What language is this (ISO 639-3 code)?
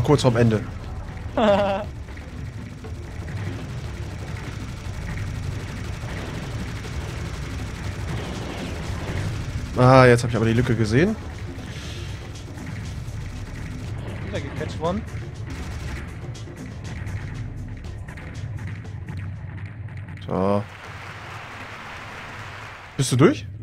deu